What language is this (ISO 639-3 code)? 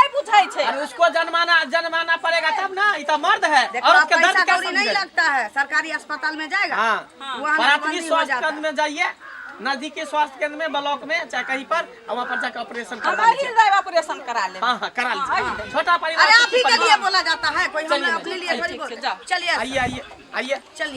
mai